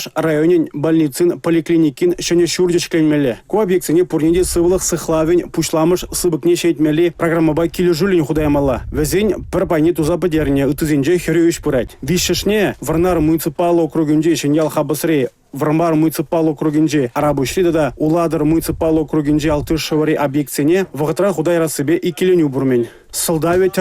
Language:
Chuvash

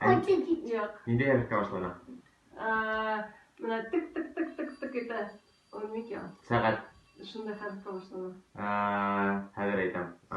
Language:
Bashkir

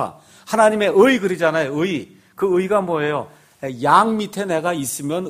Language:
Korean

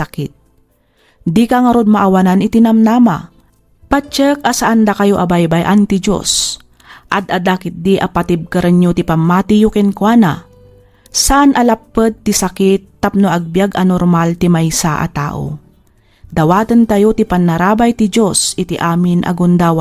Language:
Iloko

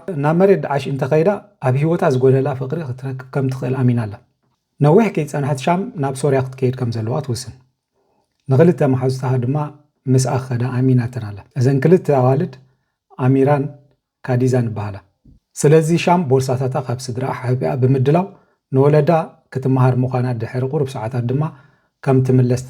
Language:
Tigrinya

